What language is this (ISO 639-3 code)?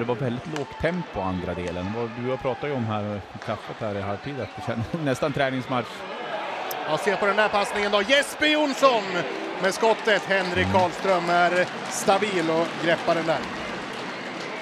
swe